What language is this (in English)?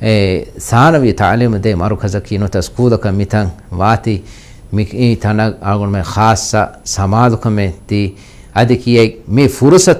Divehi